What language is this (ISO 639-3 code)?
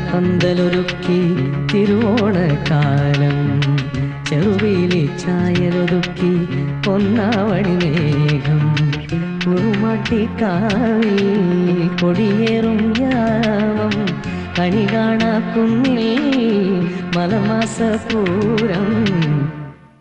mal